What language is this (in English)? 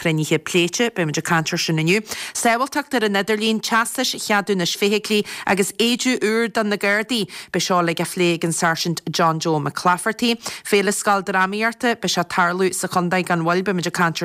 Irish